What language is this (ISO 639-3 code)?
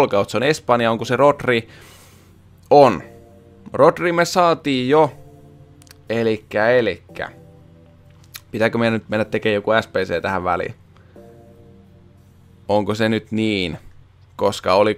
fin